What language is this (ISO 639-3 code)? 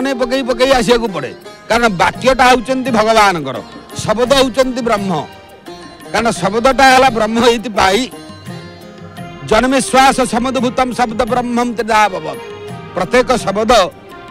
ori